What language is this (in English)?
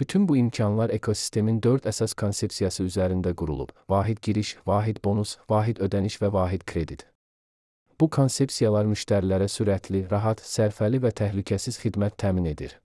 Azerbaijani